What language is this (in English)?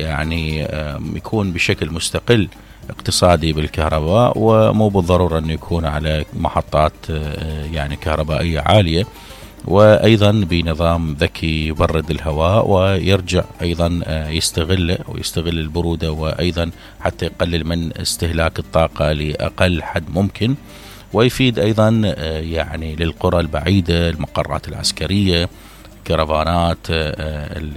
Mesopotamian Arabic